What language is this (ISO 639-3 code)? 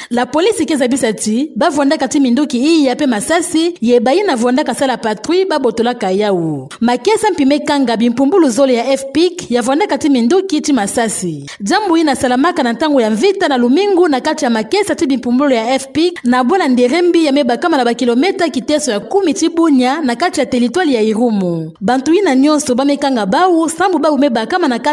ktu